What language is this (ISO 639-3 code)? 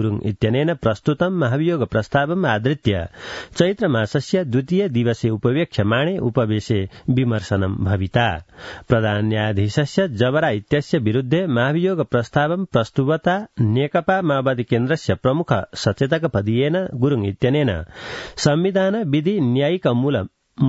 san